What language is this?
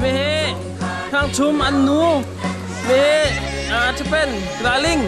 Hakha Chin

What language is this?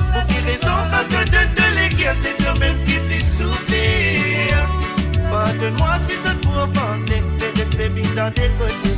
Morisyen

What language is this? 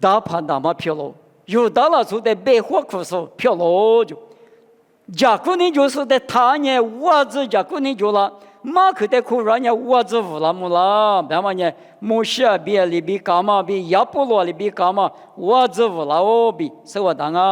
Lisu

